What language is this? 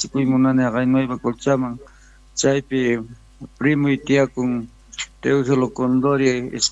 Quechua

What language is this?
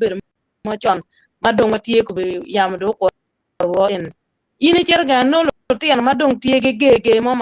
Acoli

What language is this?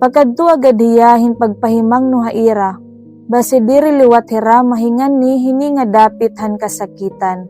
Waray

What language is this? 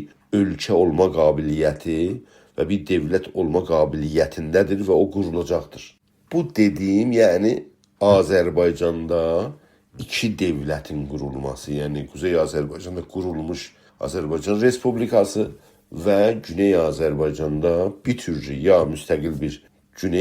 South Azerbaijani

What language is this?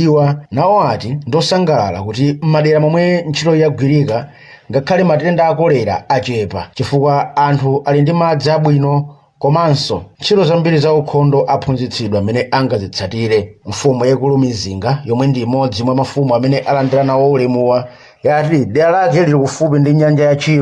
Nyanja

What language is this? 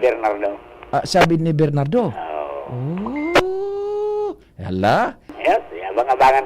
Bikol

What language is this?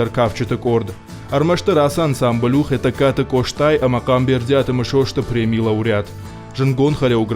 Ossetic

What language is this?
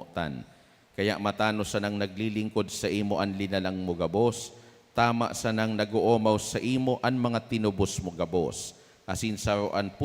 Bikol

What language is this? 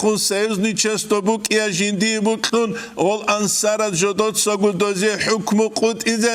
Avaric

